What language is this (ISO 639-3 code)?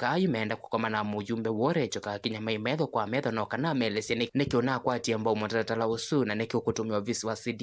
kam